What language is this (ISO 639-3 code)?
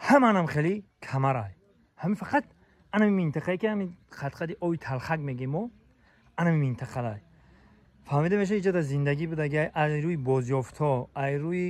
tgk